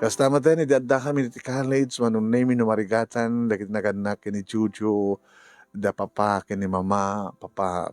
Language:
Iloko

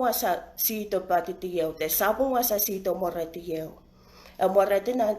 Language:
Pohnpeian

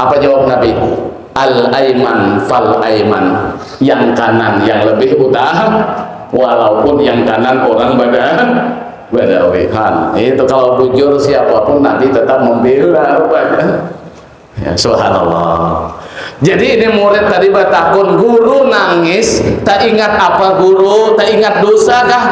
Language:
Banjar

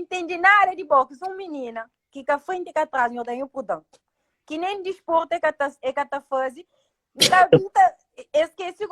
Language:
Kabuverdianu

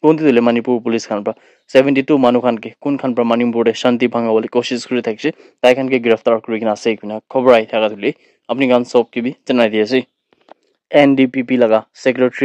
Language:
Naga Pidgin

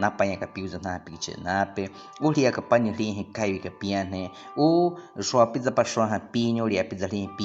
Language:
Baniwa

